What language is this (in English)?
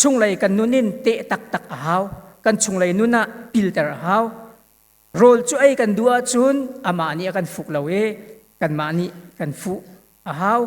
Hakha Chin